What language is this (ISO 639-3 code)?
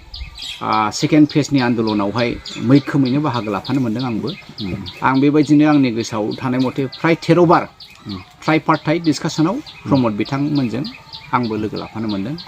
brx